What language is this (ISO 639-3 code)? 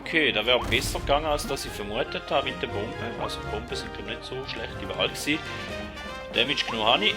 gsw